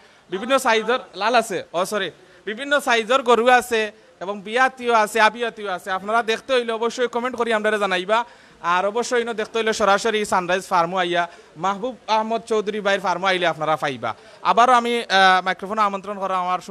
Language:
Sylheti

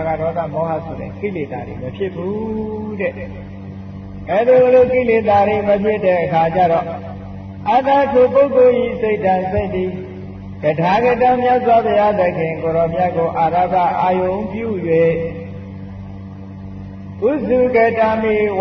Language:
Burmese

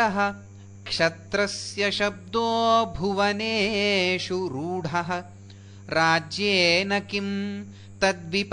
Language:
Sanskrit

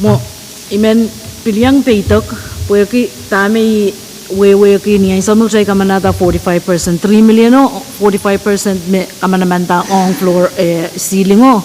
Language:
Pohnpeian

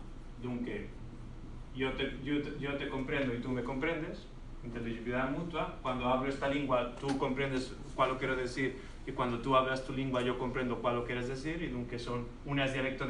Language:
Ladino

